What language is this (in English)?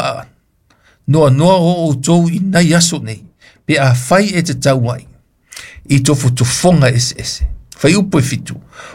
Samoan